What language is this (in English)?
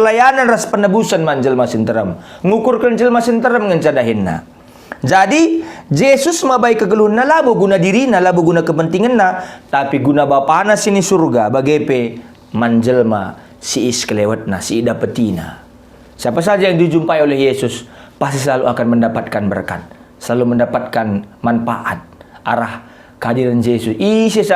Batak Karo